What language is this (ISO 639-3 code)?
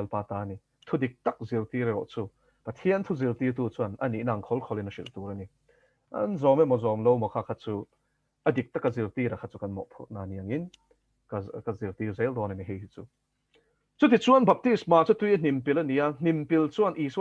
lus